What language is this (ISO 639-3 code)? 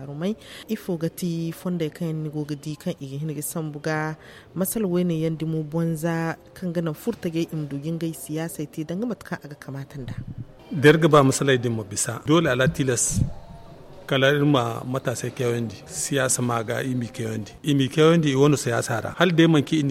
dje